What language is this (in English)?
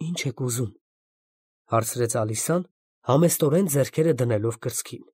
Armenian